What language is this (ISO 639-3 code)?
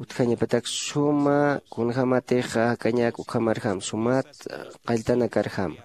aym